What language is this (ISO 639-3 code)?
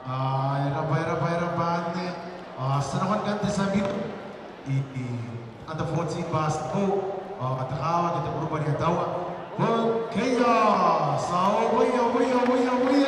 gil